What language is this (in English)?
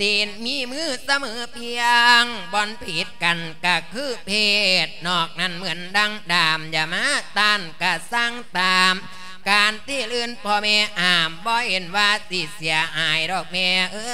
Lao